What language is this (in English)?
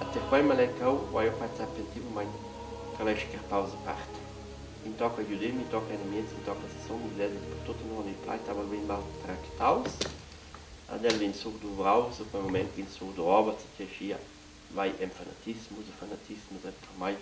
Romansh